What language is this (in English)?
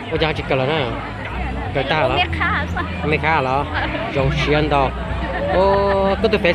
Hmong